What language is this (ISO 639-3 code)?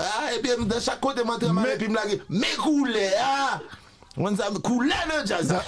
hat